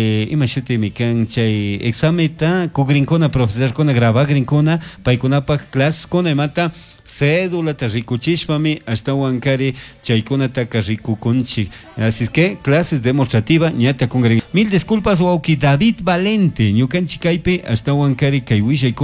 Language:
Chimborazo Highland Quichua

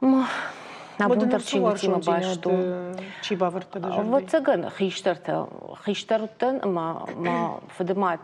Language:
Ossetic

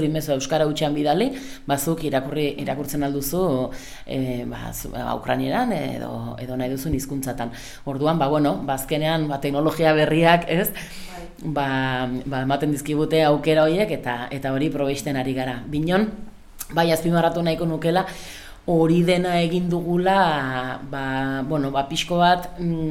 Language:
Basque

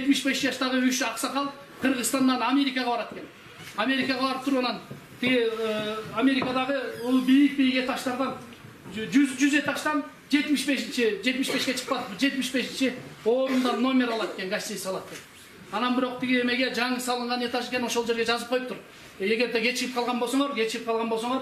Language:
Kyrgyz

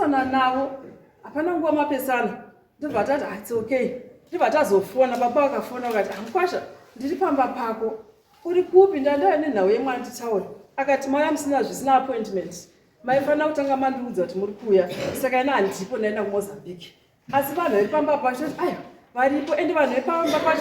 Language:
Shona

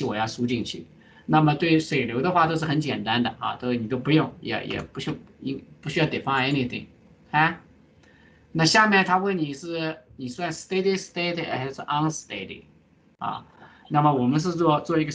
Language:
Chinese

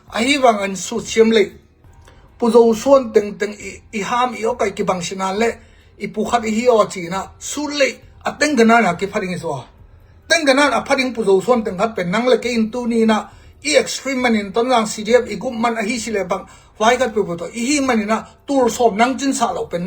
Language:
Tedim Chin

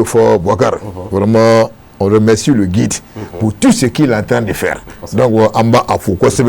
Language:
Bambara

